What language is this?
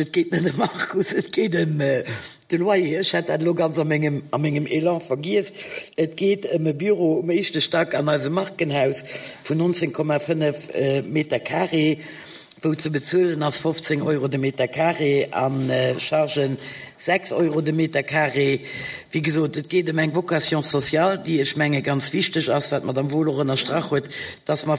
Luxembourgish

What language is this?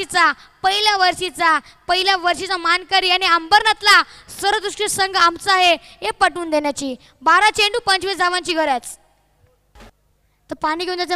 Marathi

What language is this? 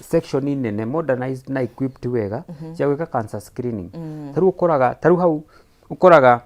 Kikuyu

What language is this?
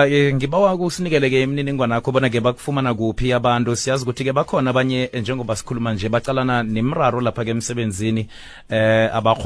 South Ndebele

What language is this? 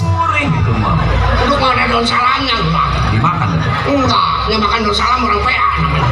Betawi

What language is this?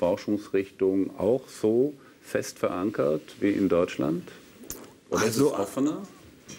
German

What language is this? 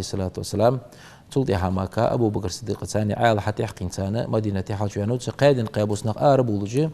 Ingush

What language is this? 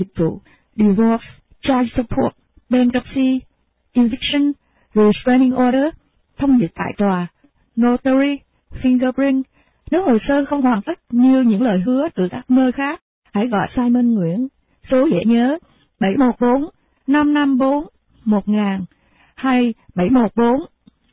Vietnamese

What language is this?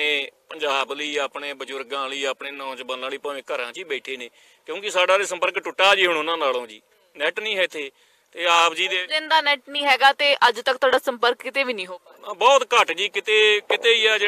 Punjabi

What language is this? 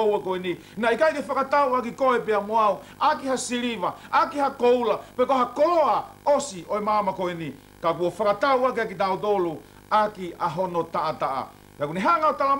Tongan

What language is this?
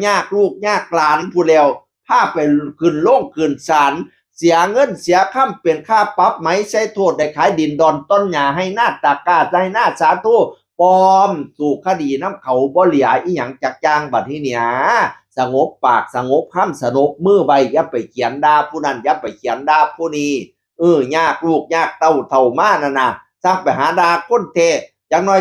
Northeastern Thai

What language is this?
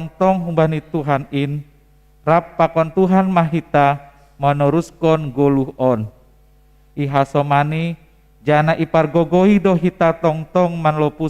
Batak Simalungun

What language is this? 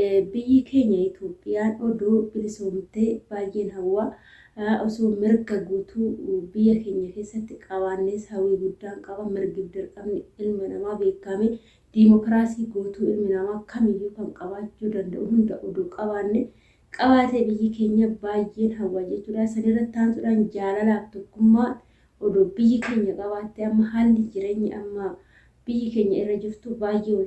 Oromo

